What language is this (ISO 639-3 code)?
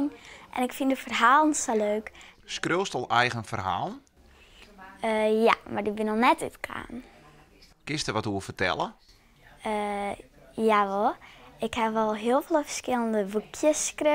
fry